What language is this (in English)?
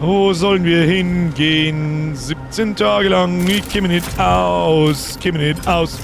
Bavarian